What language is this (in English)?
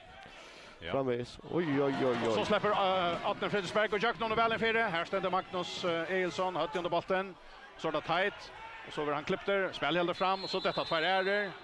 Faroese